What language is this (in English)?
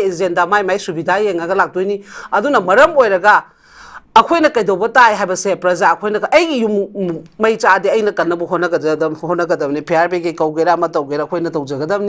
Manipuri